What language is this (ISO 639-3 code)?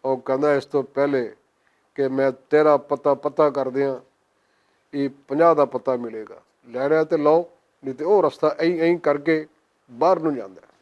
lah